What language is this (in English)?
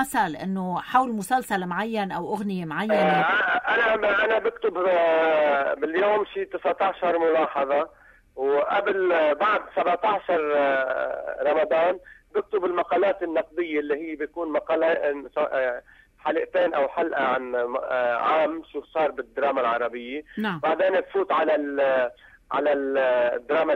North Levantine Arabic